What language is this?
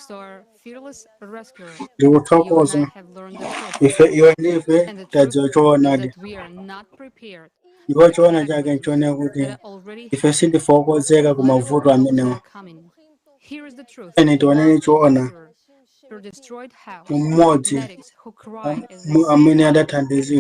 Nyanja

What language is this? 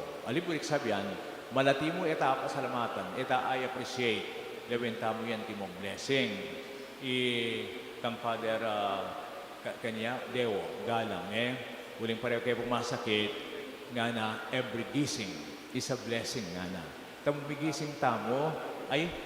Pampanga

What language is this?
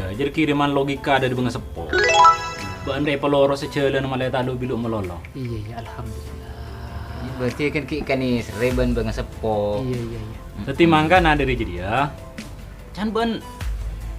Madurese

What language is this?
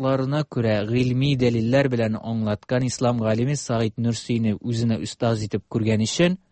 Tatar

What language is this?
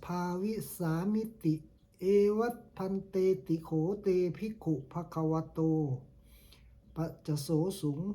Pali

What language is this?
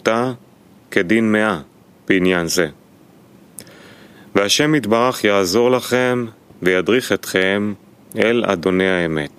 Hebrew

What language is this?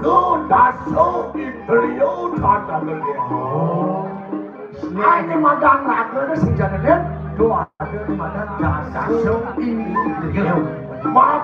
Balinese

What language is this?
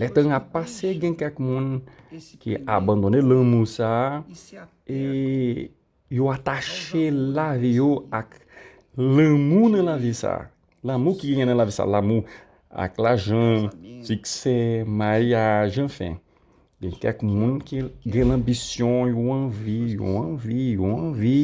Haitian Creole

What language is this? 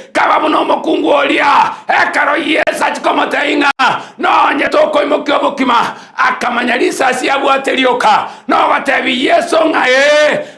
Gusii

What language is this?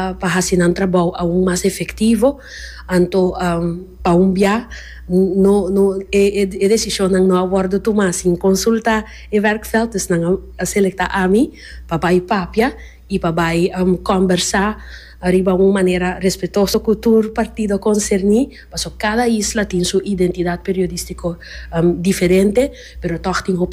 Papiamento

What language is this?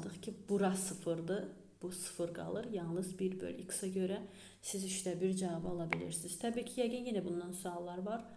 Azerbaijani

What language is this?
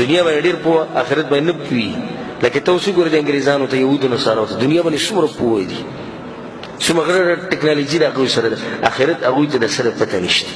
Pashto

